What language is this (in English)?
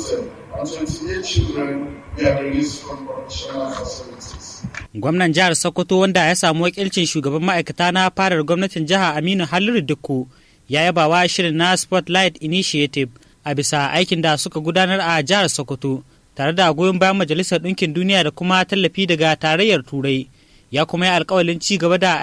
Hausa